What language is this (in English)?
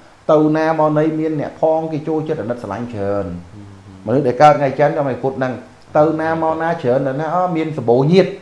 Khmer